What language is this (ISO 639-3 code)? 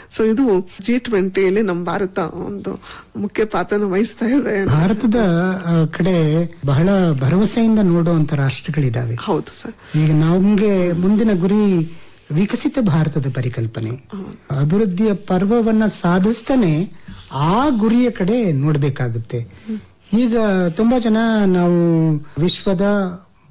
kan